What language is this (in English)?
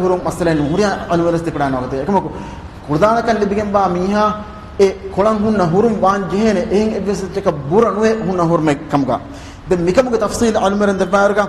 Divehi